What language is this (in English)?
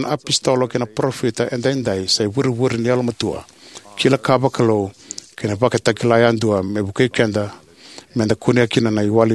Fijian